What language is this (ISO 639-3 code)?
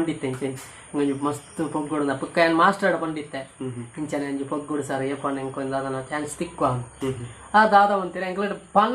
tcy